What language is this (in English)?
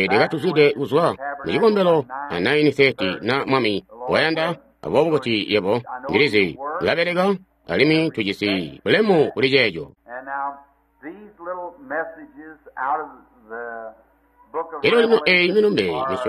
Tonga (Zambia)